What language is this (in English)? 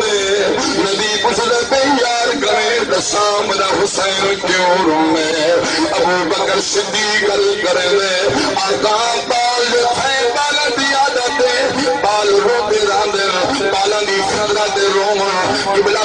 Saraiki